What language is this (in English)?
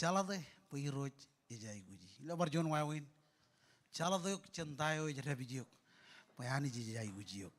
Marshallese